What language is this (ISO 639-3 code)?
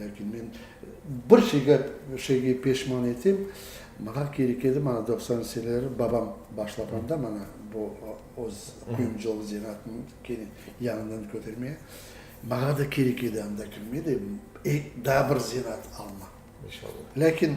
crh